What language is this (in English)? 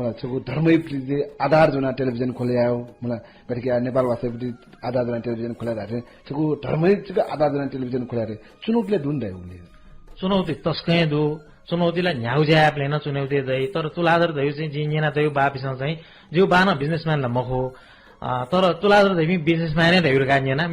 Newari